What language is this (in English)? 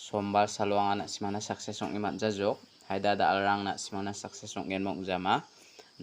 Garo